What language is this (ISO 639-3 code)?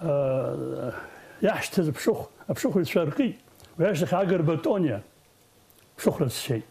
abk